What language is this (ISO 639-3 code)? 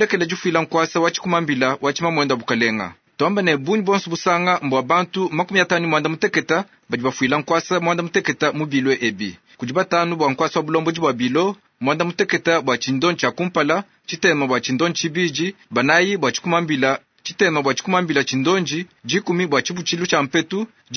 lua